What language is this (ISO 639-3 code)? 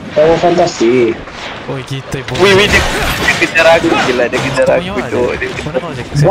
msa